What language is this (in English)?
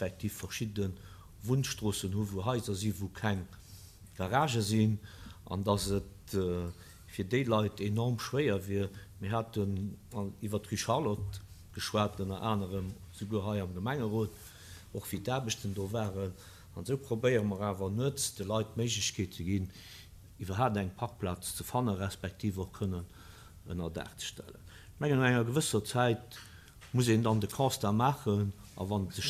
Luxembourgish